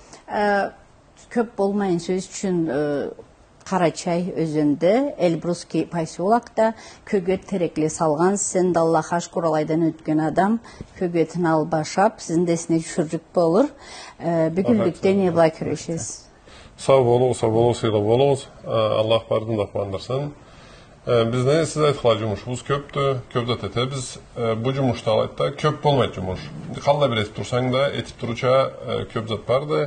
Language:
Karachay-Balkar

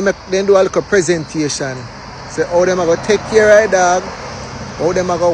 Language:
Jamaican Creole English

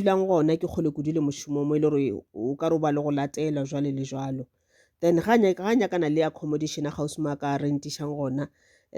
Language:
Northern Sotho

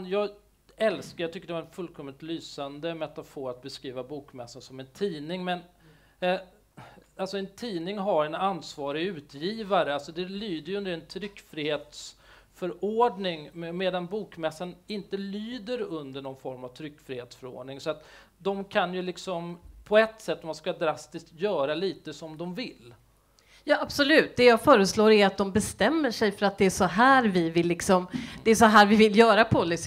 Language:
Swedish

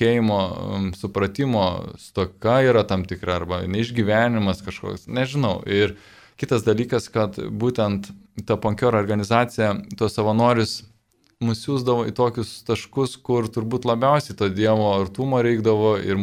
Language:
Lithuanian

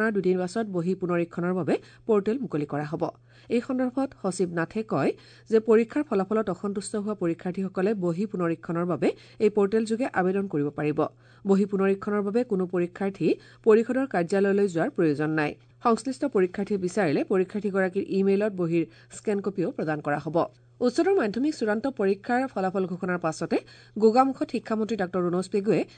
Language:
Assamese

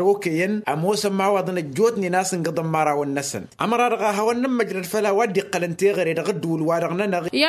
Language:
Tamasheq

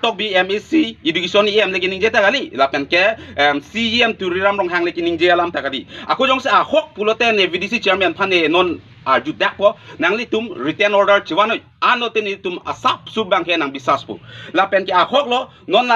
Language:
Karbi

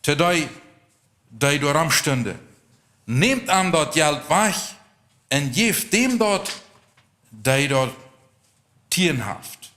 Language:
Plautdietsch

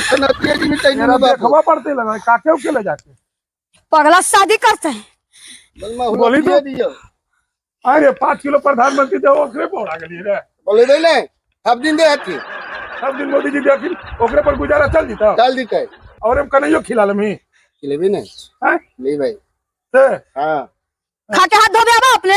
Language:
Magahi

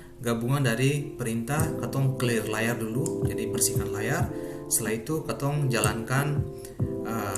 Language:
Ambonese Malay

